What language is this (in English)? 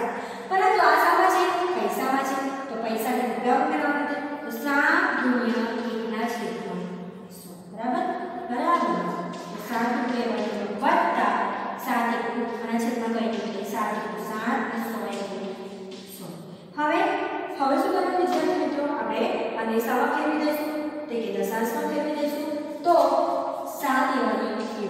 Gujarati